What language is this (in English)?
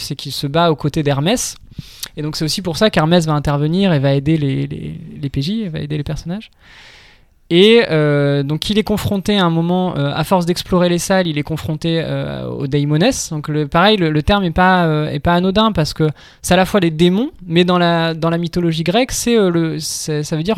French